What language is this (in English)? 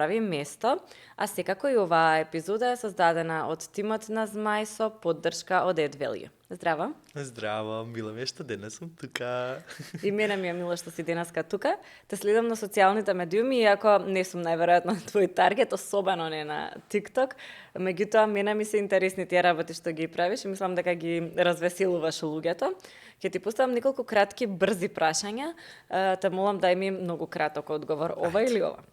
Macedonian